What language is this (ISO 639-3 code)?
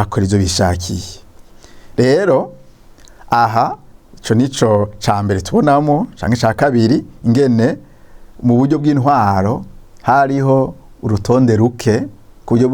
run